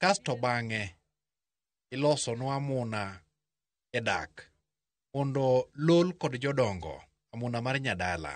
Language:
Luo (Kenya and Tanzania)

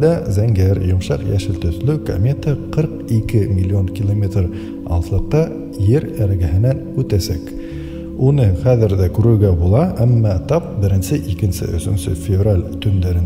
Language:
Bashkir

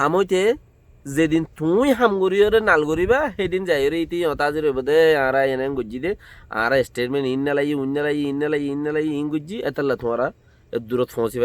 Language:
Rohingya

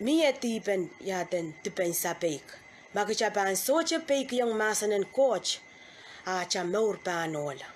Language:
Pohnpeian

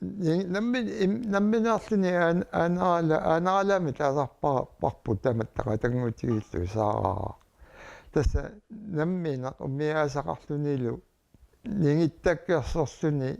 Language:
Kalaallisut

